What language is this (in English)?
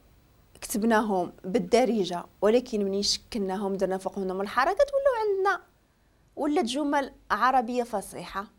Moroccan Arabic